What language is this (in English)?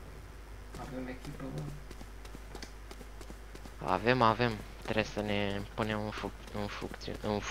Romanian